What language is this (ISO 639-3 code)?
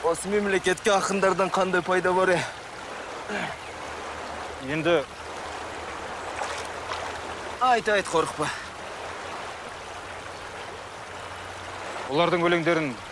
kaz